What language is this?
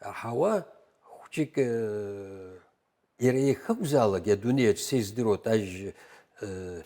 Abkhazian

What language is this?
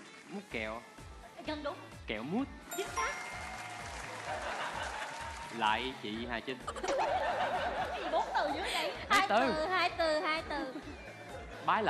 Vietnamese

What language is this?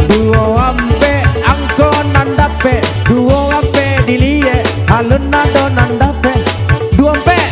Minangkabau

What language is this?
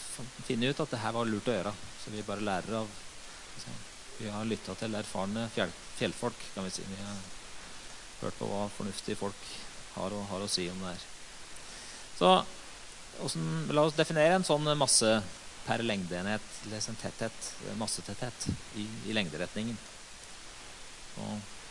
Norwegian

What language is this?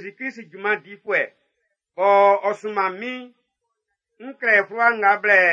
Baoulé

